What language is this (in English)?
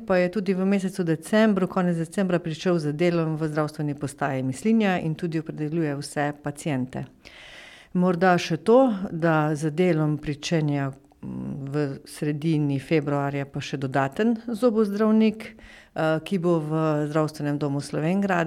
Slovenian